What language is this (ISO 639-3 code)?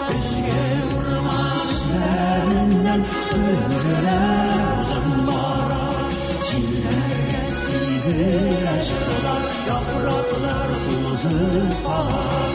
tat